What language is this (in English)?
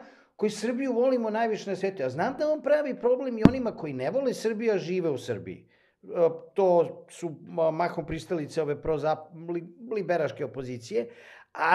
Serbian